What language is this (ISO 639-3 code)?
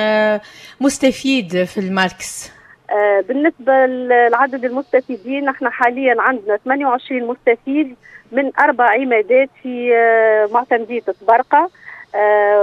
aeb